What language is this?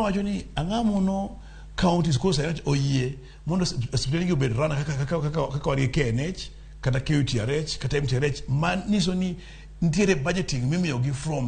Luo (Kenya and Tanzania)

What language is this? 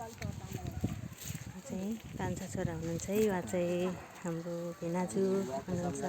Nepali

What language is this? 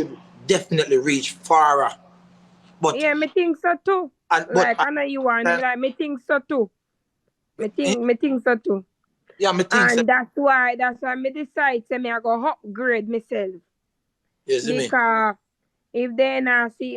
Jamaican Creole English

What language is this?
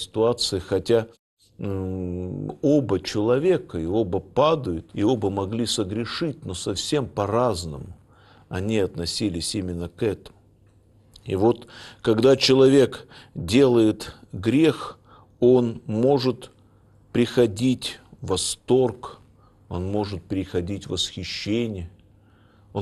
Russian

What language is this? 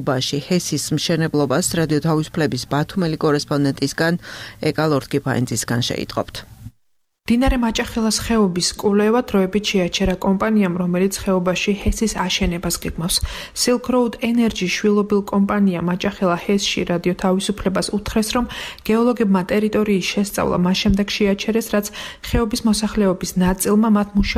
Georgian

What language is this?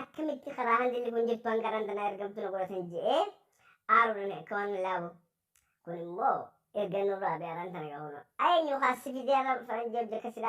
Oromo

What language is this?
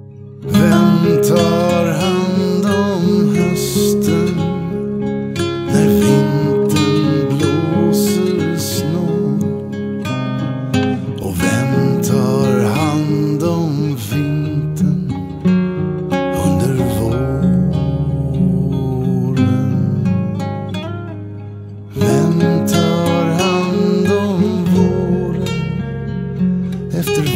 Swedish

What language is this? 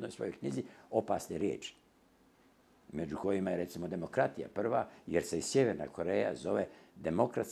Bosnian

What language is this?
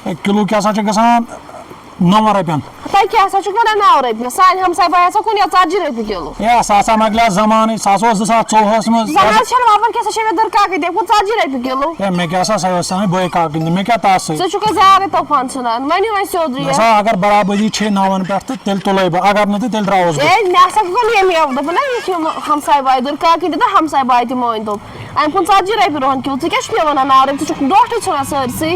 Kashmiri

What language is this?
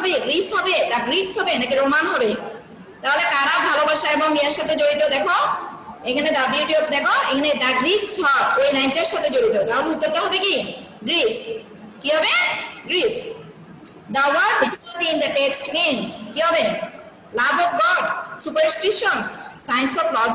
Bangla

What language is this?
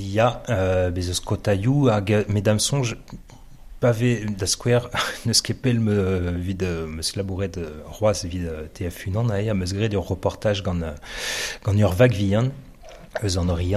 Breton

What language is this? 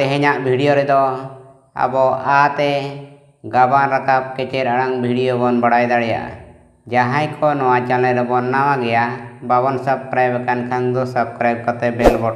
Santali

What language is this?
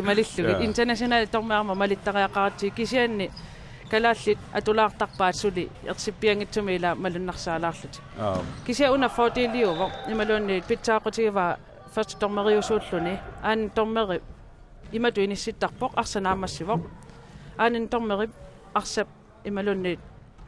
Kalaallisut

